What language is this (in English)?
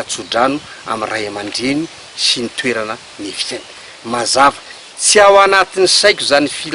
Malagasy